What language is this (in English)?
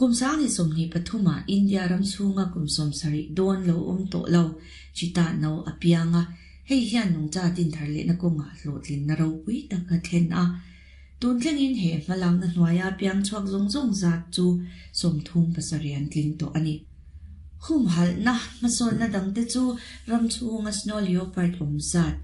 Mizo